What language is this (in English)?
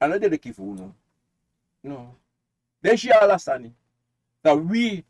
Sranan Tongo